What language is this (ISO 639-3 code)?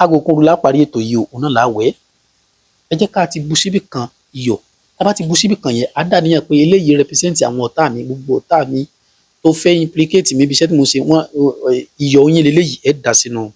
yor